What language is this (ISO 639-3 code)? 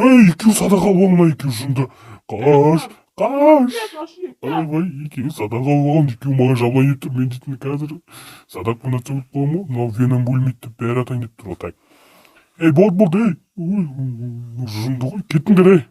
kaz